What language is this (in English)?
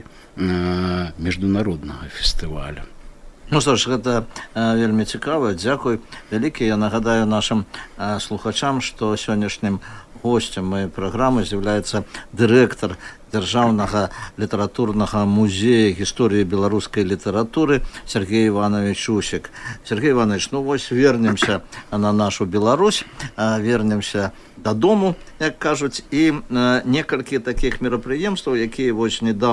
Belarusian